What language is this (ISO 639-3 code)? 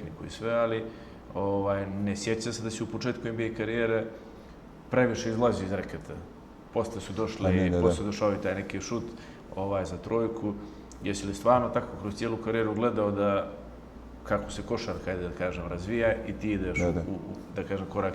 bos